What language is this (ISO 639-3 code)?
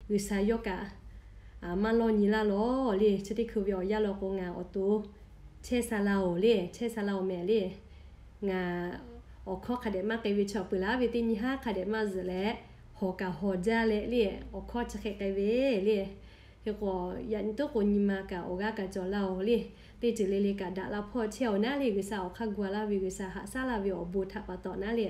lhu